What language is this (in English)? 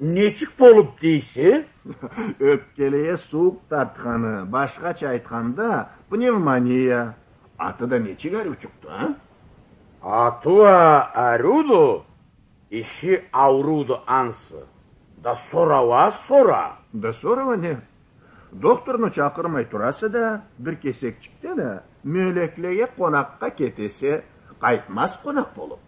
Karachay-Balkar